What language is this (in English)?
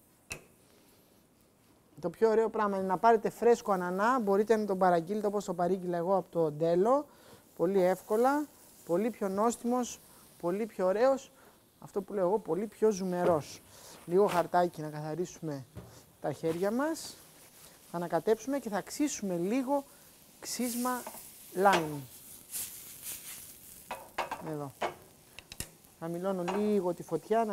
Greek